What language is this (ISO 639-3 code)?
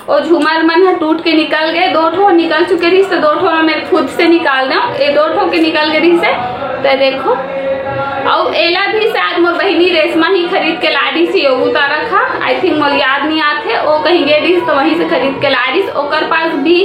hne